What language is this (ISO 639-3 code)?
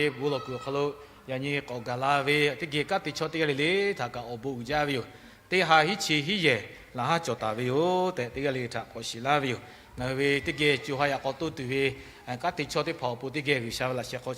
lhu